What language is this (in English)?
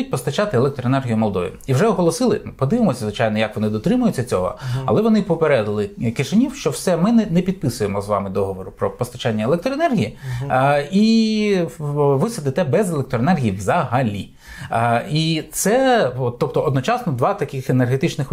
Ukrainian